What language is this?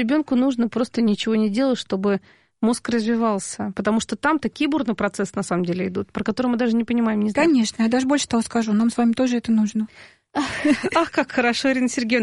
Russian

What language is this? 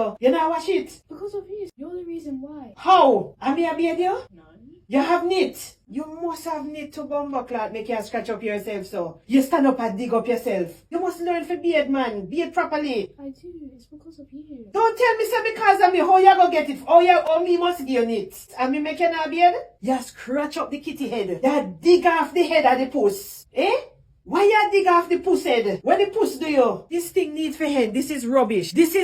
Jamaican Creole English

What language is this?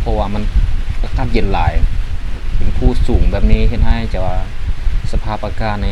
Lao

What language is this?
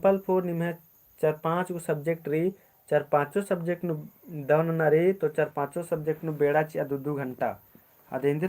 Kurukh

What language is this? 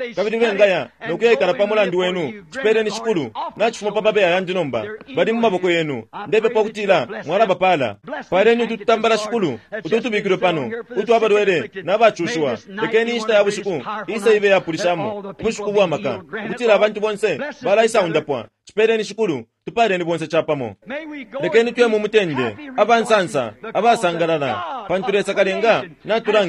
Bemba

